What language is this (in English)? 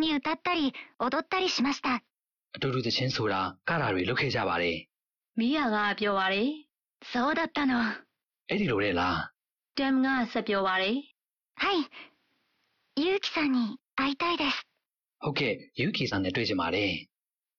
Burmese